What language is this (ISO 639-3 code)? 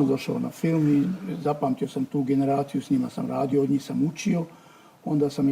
bos